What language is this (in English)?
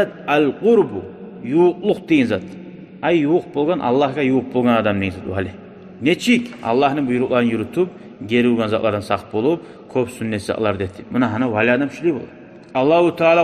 Kumyk